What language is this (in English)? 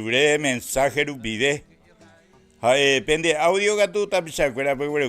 Guarani